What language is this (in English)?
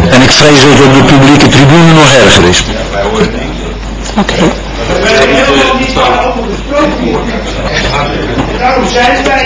Dutch